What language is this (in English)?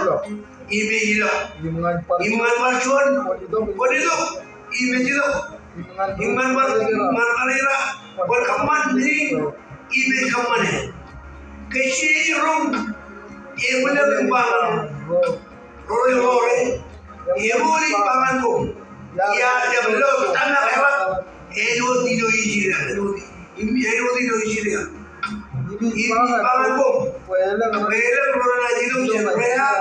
Marshallese